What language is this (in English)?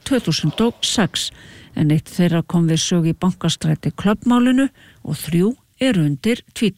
Icelandic